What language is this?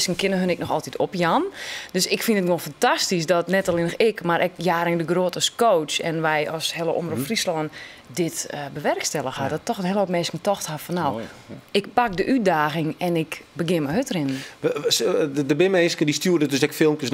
Western Frisian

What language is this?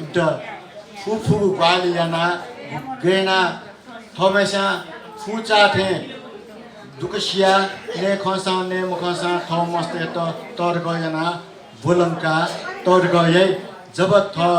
Newari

